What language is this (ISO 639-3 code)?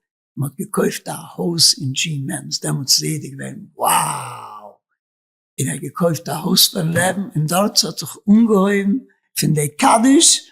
yid